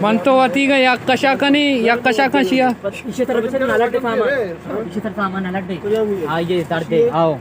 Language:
Baluchi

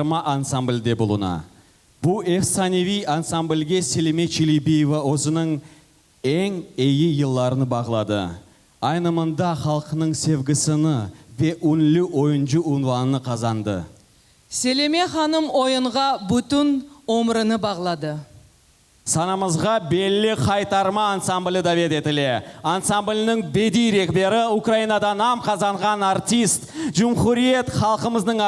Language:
Crimean Tatar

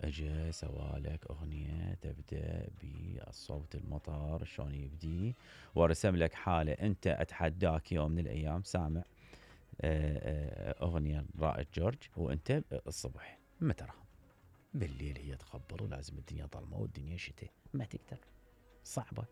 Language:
Mesopotamian Arabic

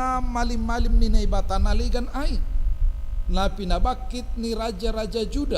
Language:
Batak Simalungun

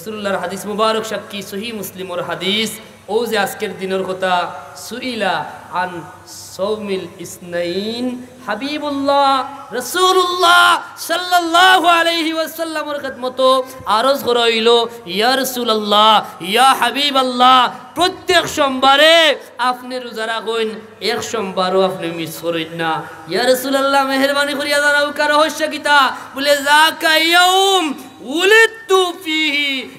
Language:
Sylheti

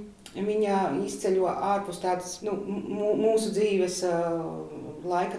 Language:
Latvian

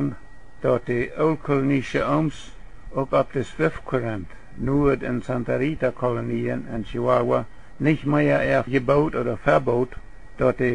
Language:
Plautdietsch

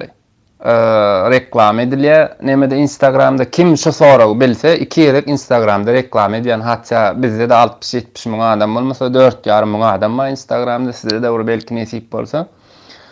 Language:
Turkmen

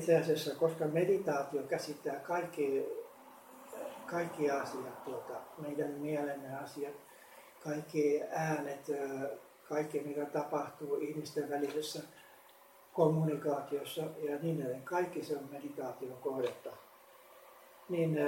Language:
Finnish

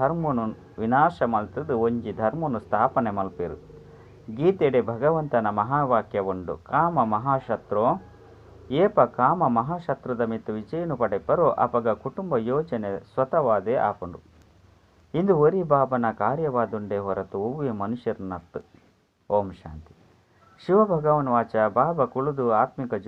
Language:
Tulu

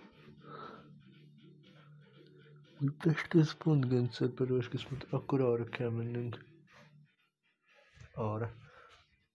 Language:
Hungarian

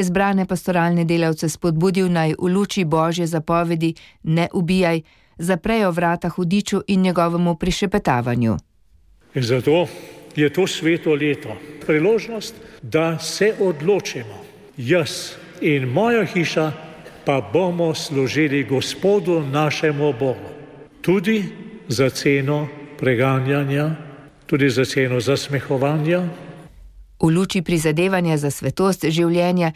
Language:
Slovenian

